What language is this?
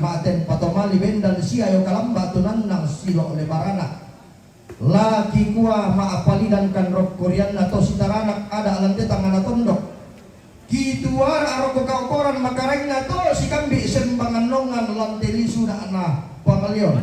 Toraja-Sa'dan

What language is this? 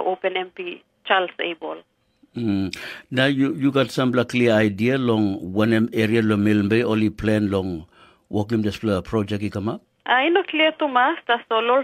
Tok Pisin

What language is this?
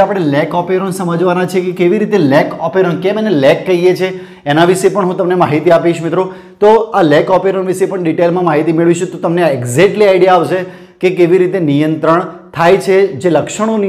Gujarati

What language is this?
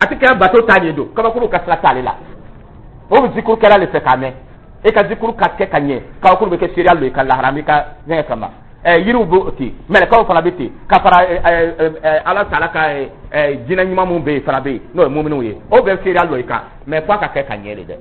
Dyula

